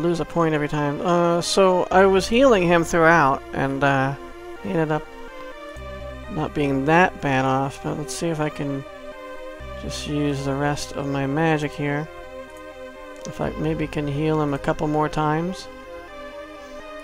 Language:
English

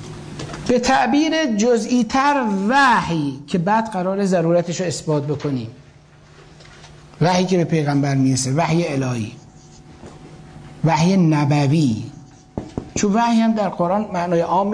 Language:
Persian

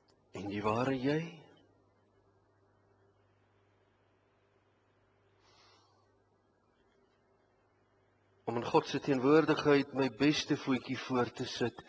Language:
Afrikaans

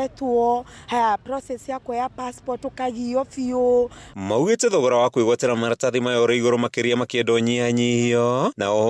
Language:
Kikuyu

